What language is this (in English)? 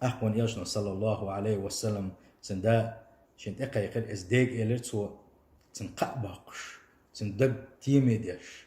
Chechen